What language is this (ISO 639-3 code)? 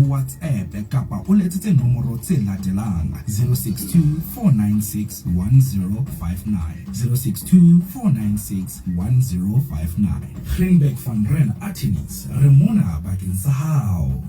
sot